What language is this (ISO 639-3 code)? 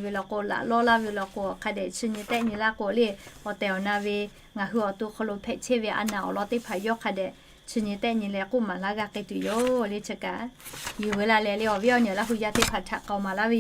lhu